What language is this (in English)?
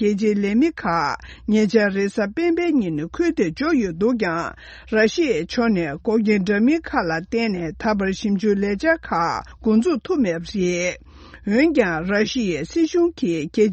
Tibetan